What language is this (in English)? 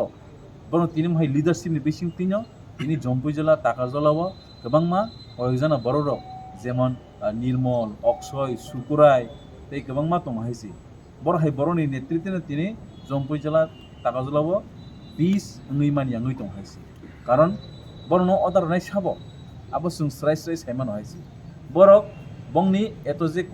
Kok Borok